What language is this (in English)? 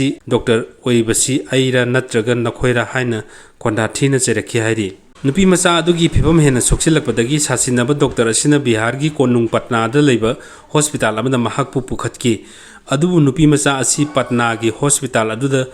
Manipuri